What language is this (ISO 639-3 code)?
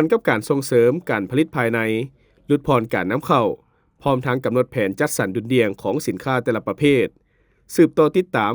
lao